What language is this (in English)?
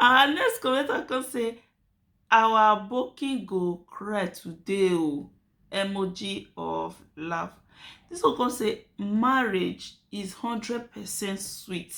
Nigerian Pidgin